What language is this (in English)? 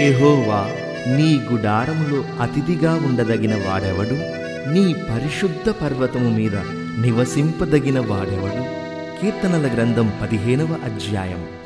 Telugu